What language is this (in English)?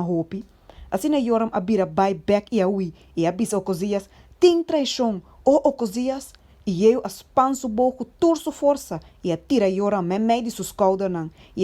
Papiamento